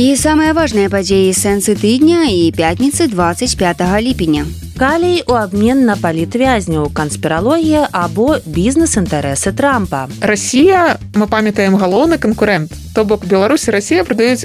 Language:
Belarusian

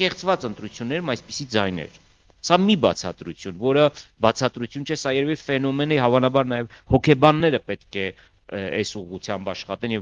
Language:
Armenian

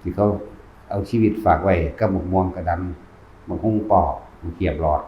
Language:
Northeastern Thai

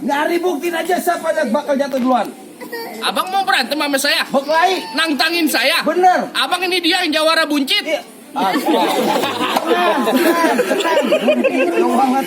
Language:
Betawi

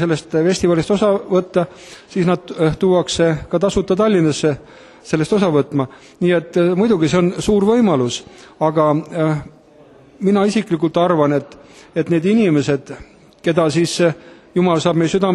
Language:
Estonian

